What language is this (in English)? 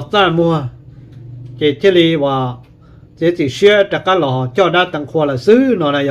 Hmong